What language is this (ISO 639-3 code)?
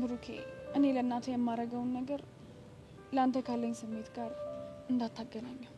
amh